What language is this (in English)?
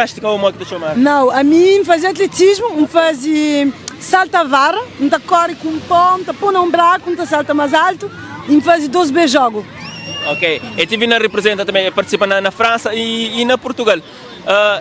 Kabuverdianu